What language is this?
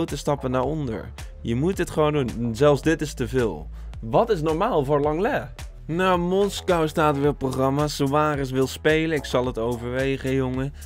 Dutch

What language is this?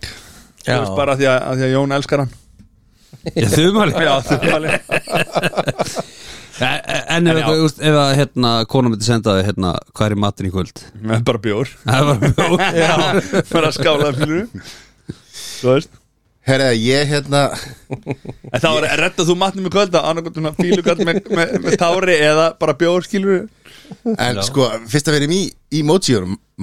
Icelandic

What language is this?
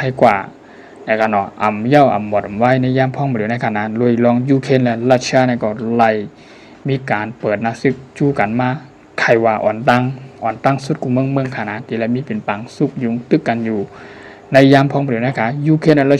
Shan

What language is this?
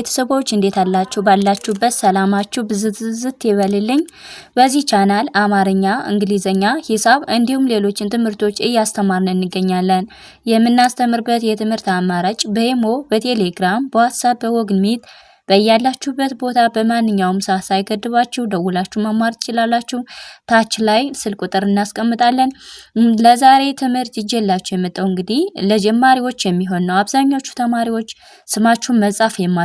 Amharic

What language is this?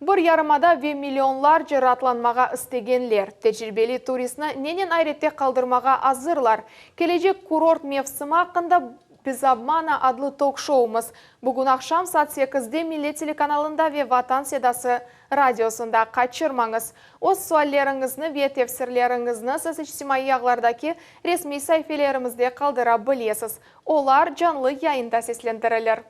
Crimean Tatar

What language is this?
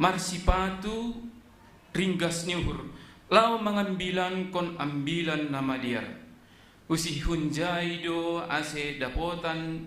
Batak Simalungun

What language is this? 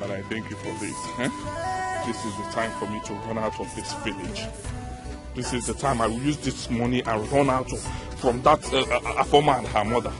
Nigerian Pidgin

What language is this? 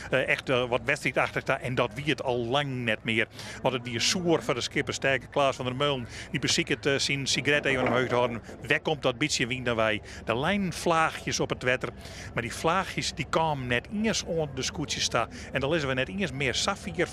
Western Frisian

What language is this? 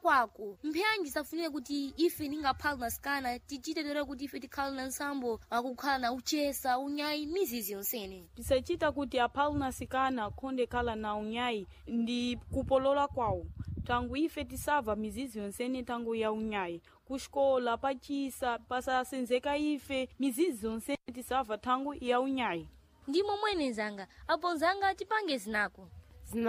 Sena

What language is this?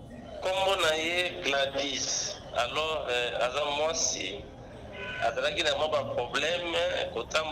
Lingala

